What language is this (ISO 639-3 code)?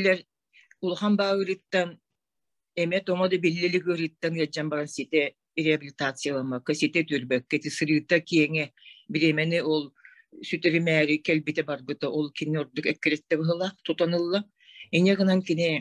sah